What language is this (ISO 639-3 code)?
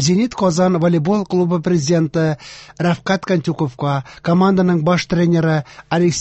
tat